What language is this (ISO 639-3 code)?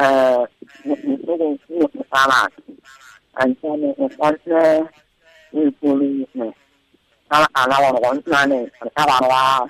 tsn